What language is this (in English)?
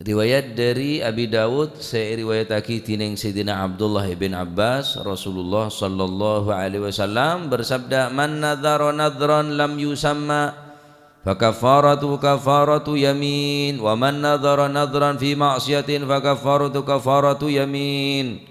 Madurese